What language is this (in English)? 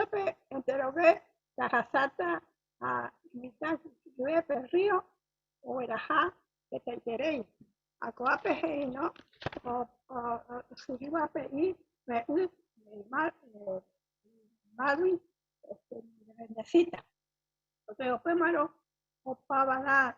Guarani